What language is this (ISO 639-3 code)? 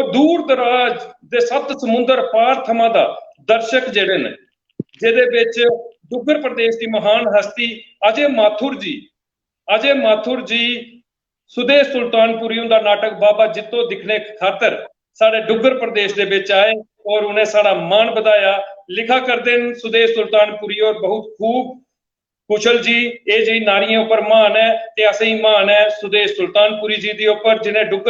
doi